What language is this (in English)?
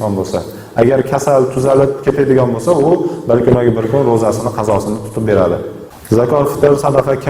Uzbek